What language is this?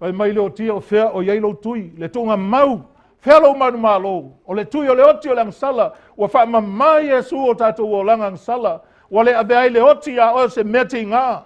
Samoan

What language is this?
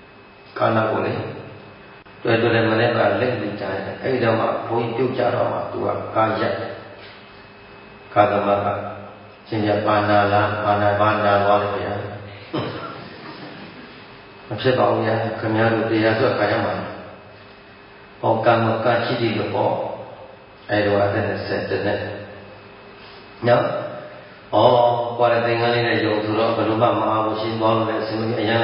Burmese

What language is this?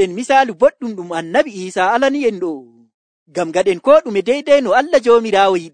Nigerian Fulfulde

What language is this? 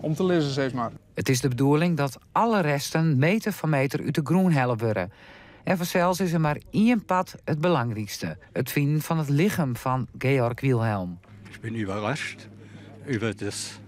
Western Frisian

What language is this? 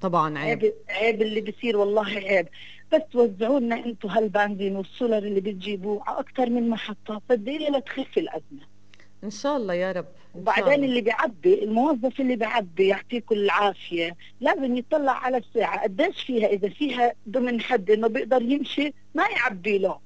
North Levantine Arabic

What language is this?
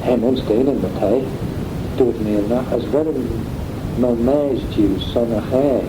Manx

